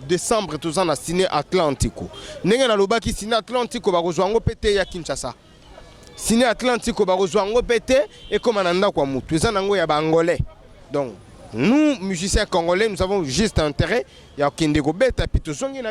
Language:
Lingala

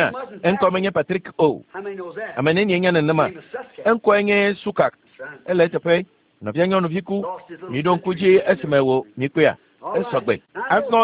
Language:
Ewe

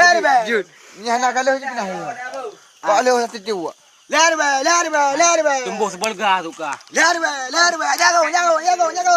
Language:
Achinese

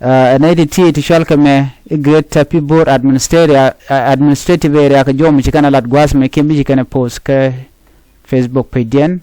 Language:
Nuer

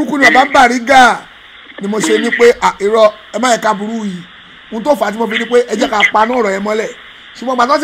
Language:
Yoruba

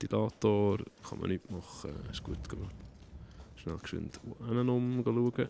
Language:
Swiss German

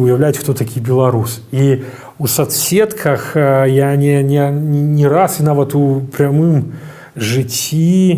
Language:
Belarusian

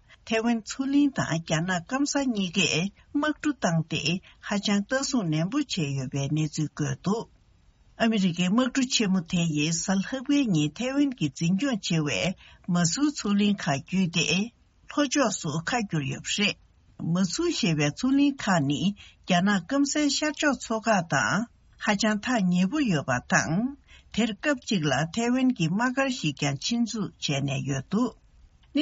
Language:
Tibetan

